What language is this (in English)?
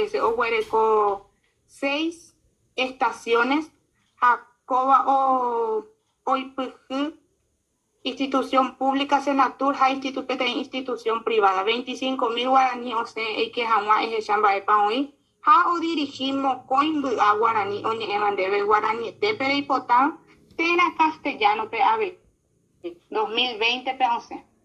Guarani